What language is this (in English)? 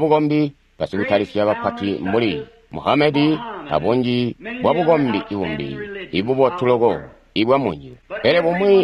Tonga (Zambia)